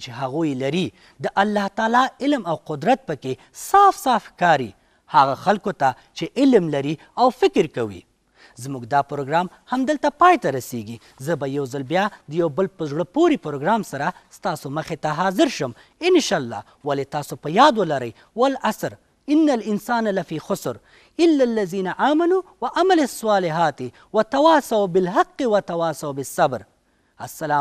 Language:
Pashto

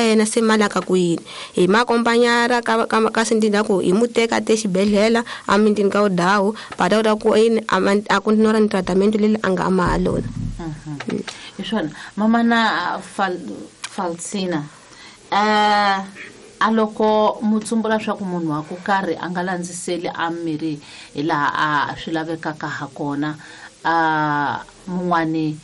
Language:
Tsonga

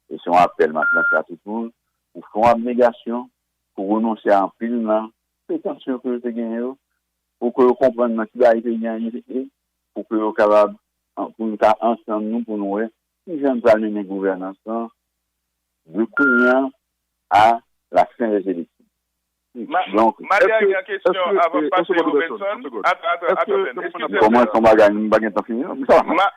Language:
Haitian Creole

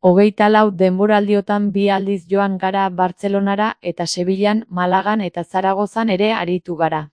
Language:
Basque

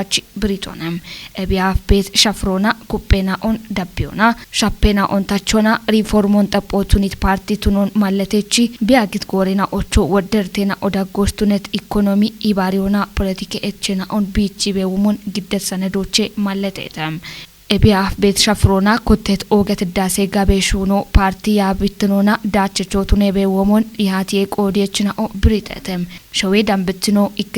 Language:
Kafa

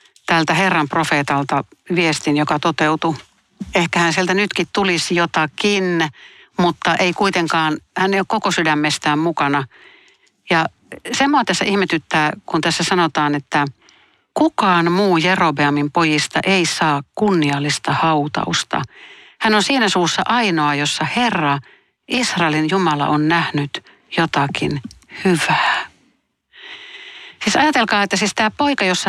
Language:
Finnish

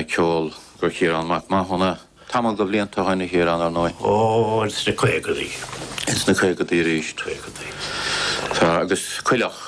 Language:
Irish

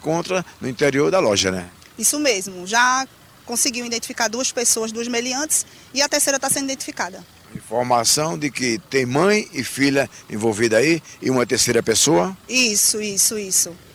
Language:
Portuguese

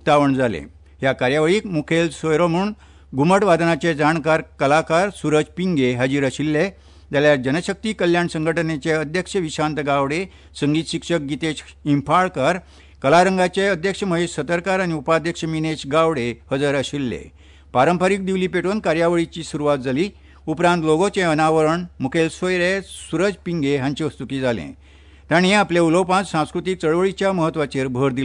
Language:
Konkani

